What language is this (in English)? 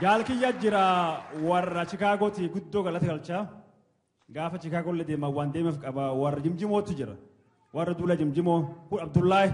Oromo